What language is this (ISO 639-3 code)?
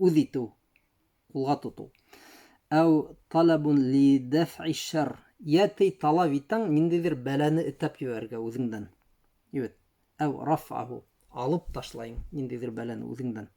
bak